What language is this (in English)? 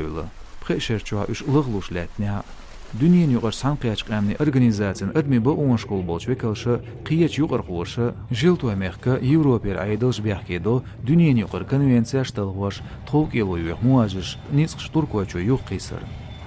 Chechen